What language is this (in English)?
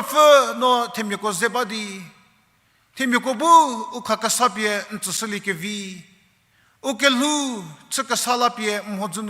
Angami Naga